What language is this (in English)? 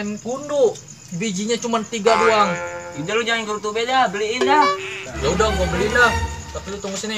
Betawi